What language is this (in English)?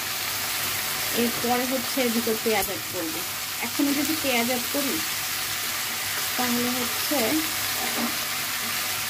Bangla